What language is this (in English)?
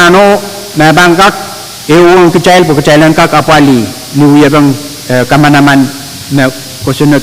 Pohnpeian